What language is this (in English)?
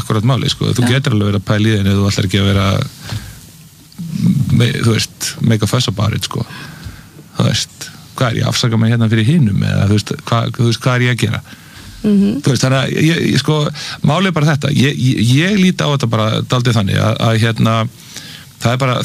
Icelandic